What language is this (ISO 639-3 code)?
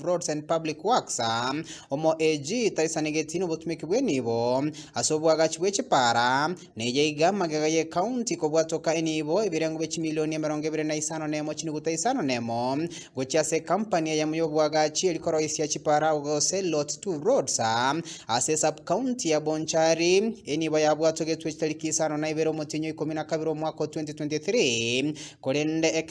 guz